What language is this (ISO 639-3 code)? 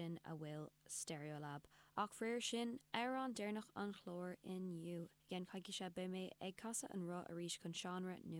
gle